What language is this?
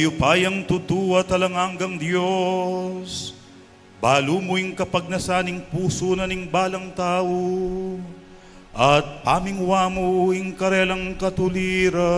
Pampanga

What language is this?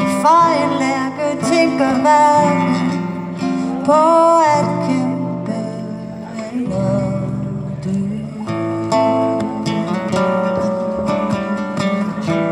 Danish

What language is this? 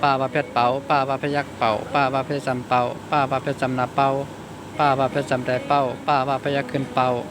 Shan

